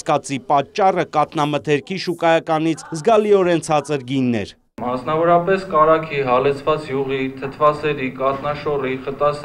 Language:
Armenian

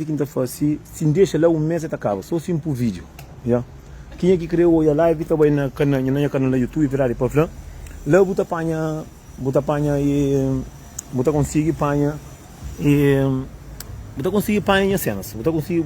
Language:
Kabuverdianu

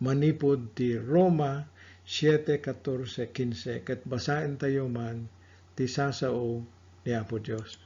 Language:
Iloko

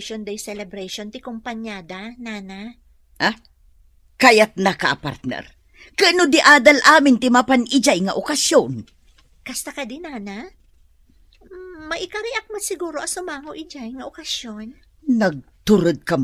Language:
Iloko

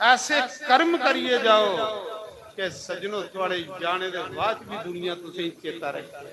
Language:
Dogri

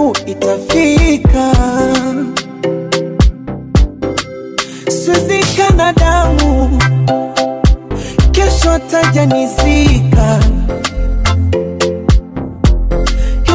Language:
Swahili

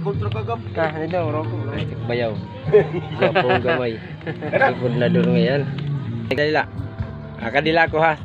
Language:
Waray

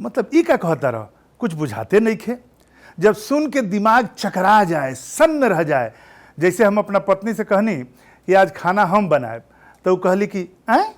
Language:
Bhojpuri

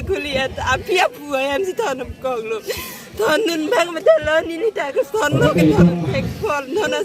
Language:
Karbi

